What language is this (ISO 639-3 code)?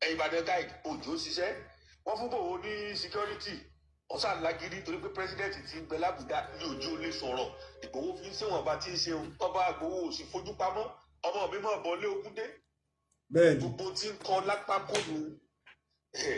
yor